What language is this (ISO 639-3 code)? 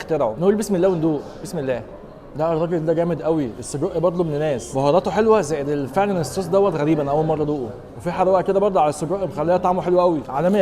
arz